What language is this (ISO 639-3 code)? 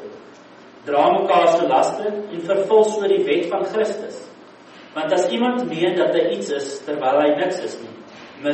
afr